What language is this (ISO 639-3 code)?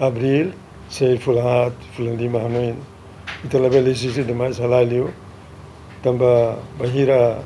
tet